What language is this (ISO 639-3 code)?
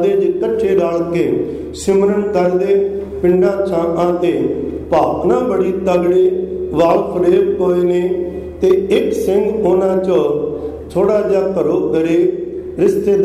pan